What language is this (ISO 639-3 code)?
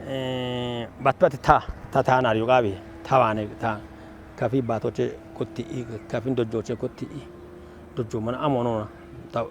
kbr